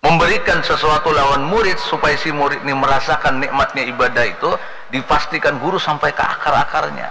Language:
Banjar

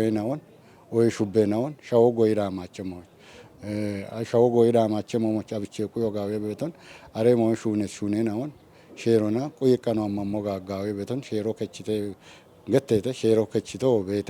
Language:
Kafa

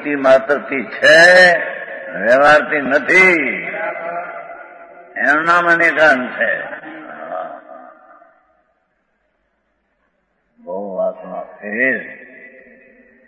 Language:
Gujarati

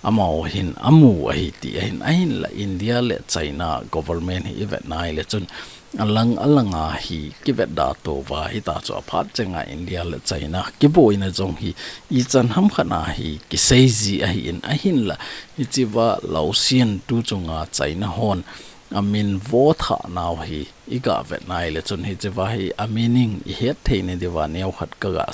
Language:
Thado Chin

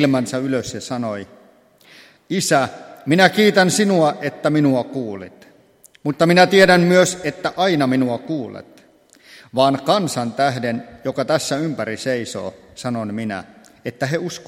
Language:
Finnish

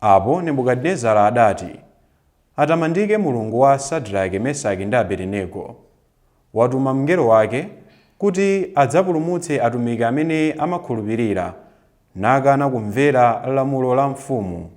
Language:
Nyanja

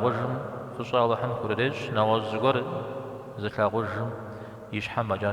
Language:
Kabardian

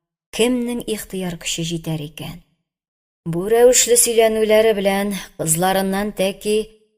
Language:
Tatar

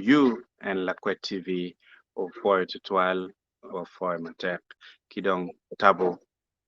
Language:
Acoli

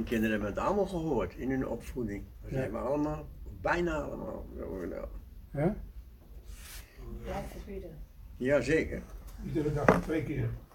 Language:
Dutch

